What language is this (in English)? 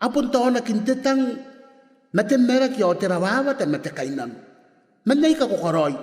Gilbertese